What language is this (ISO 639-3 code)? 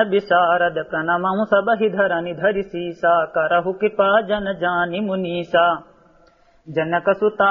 awa